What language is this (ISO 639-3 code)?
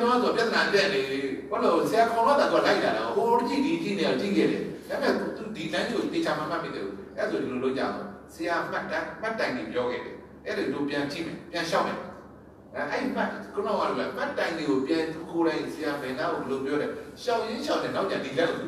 mya